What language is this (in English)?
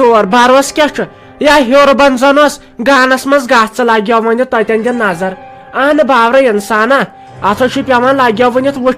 Kashmiri